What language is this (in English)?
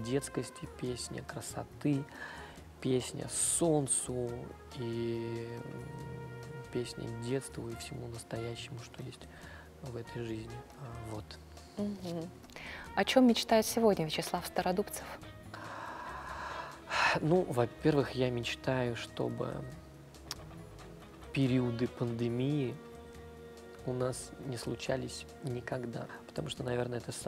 Russian